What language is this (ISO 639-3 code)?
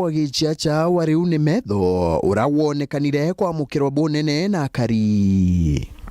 mer